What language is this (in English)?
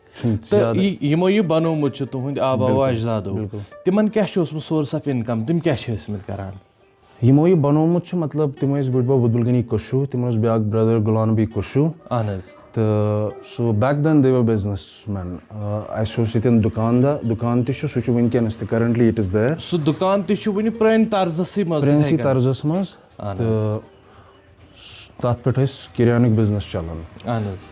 Kashmiri